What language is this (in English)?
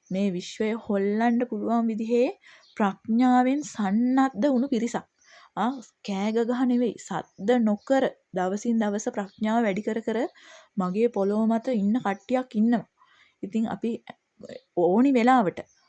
Sinhala